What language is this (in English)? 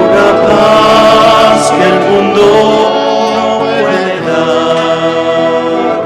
South Bolivian Quechua